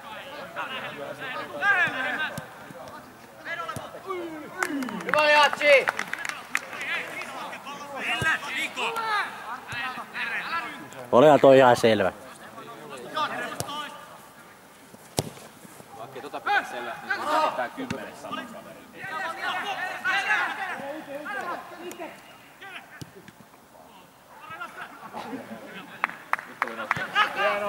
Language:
Finnish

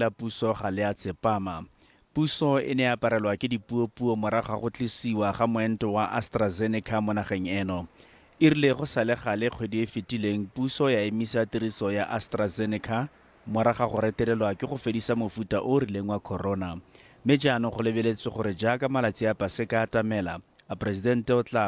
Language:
Tswana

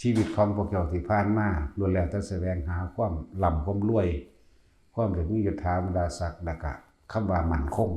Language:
Lao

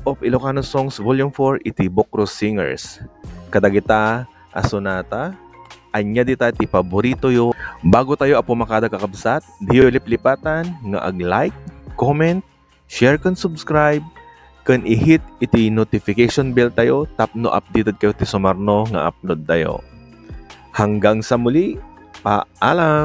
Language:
Iloko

